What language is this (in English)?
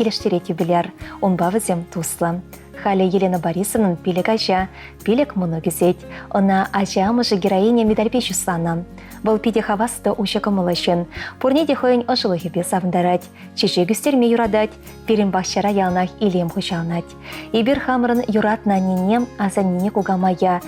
Chuvash